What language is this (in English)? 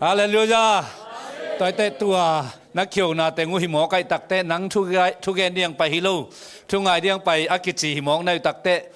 Tedim Chin